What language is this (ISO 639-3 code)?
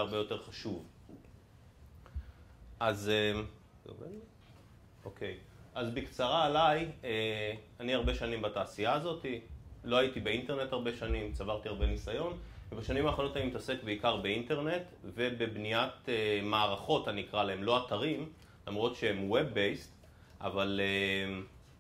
heb